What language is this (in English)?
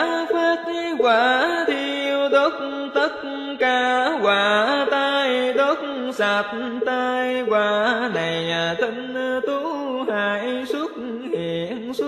Vietnamese